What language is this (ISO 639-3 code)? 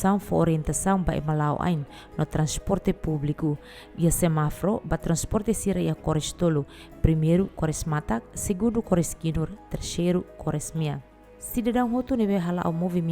tet